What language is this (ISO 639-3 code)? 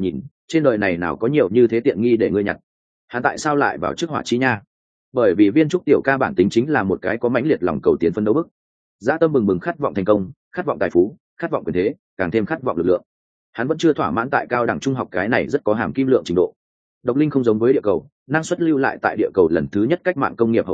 vie